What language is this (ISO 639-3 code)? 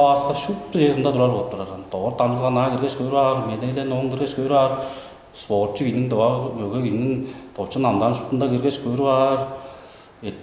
tyv